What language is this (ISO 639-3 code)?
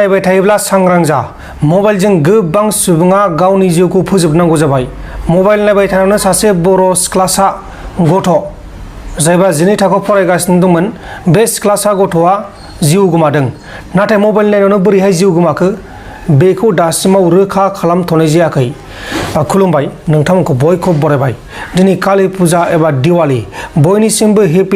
brx